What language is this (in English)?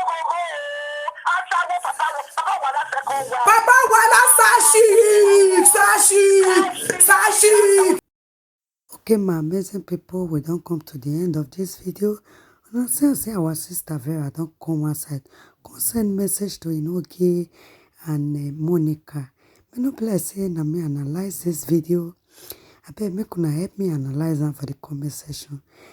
Nigerian Pidgin